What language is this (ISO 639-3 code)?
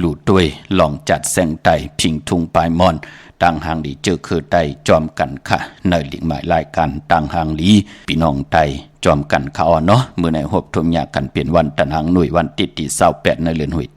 shn